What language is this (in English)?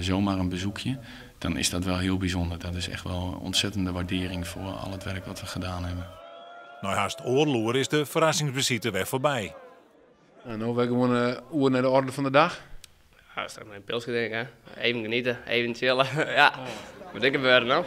Western Frisian